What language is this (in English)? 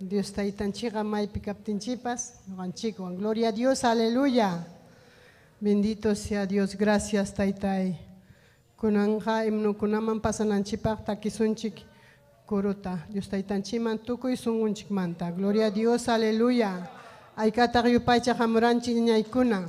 Ayacucho Quechua